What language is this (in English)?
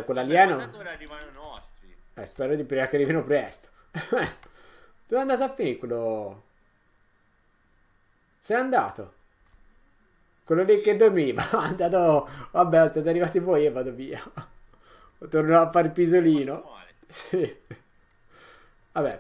Italian